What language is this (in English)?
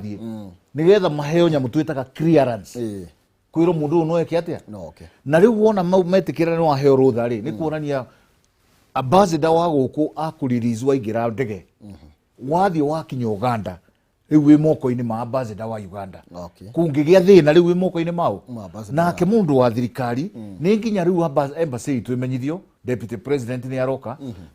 Kikuyu